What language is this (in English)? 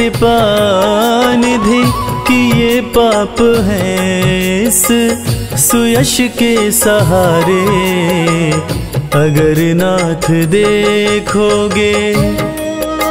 Hindi